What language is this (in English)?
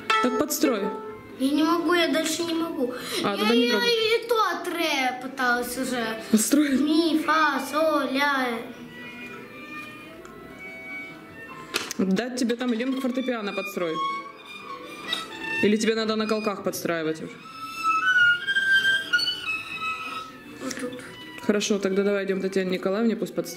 Russian